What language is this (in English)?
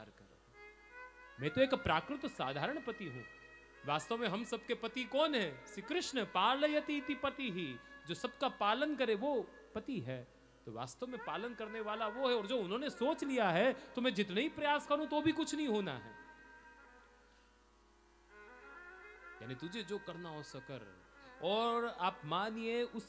Hindi